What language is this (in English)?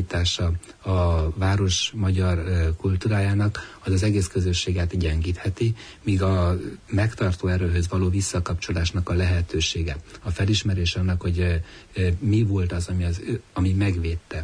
Hungarian